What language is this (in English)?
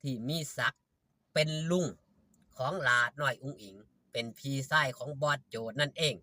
Lao